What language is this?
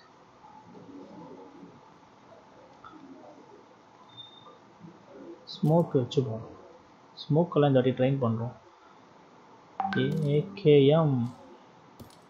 Tamil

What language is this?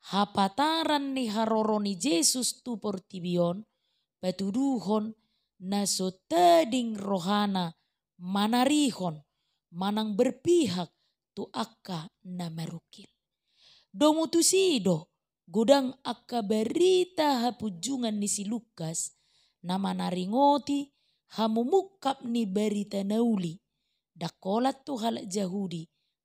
Batak Toba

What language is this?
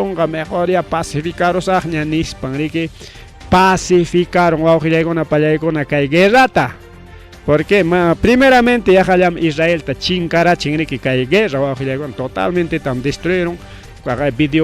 Ayacucho Quechua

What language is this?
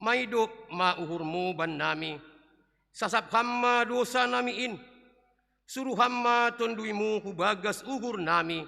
Batak Simalungun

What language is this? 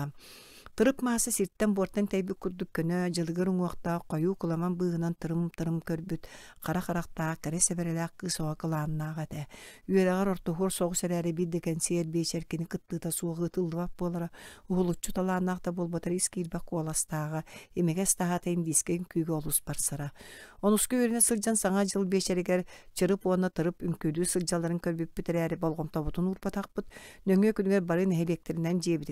Yakut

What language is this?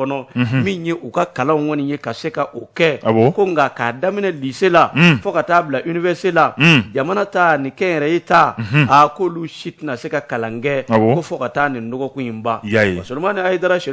Bambara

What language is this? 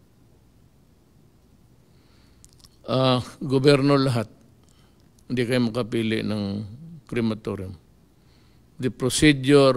Filipino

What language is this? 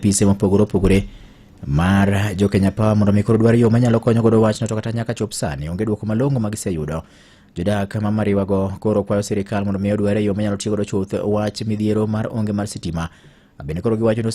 Luo (Kenya and Tanzania)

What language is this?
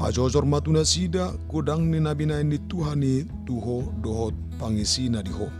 Batak Toba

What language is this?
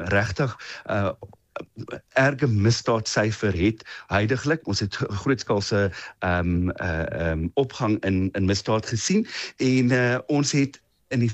Afrikaans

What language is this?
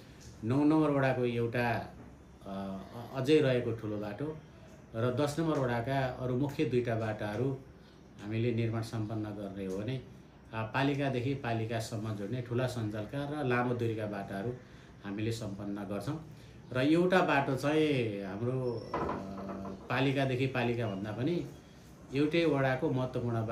Nepali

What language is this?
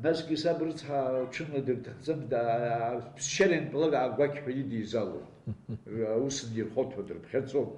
Abkhazian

